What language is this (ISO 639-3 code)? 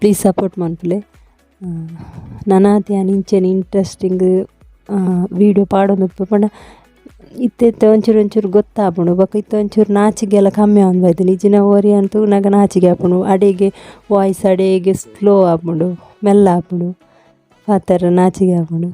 tcy